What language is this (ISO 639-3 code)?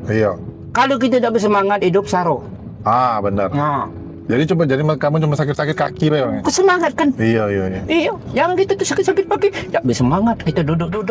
mui